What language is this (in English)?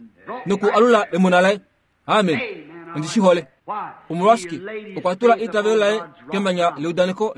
Kuanyama